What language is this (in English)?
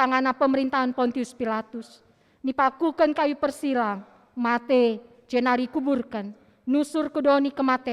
Batak Karo